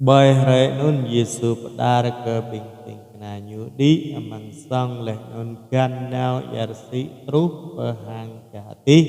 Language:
Jarai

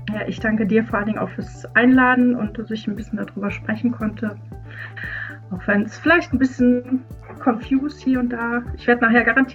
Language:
German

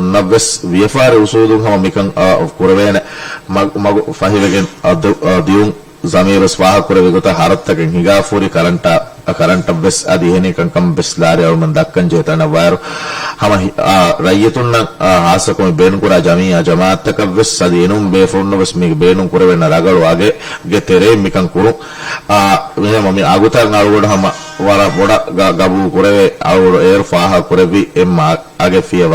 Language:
Divehi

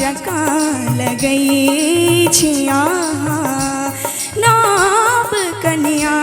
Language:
Maithili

